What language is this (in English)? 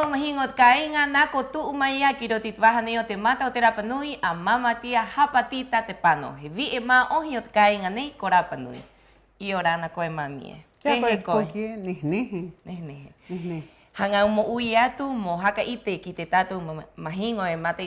Rapanui